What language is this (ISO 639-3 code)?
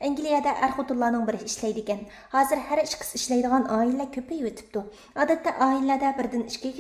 uig